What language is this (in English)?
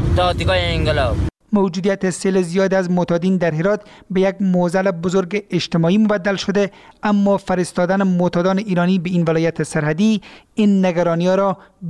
Persian